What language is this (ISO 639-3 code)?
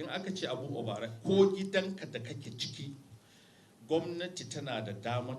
hau